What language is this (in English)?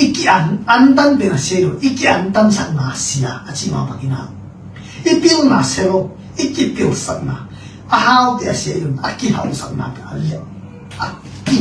Tedim Chin